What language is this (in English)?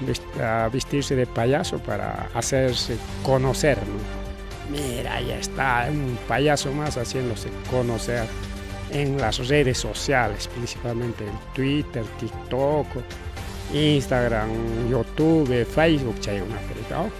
Ayacucho Quechua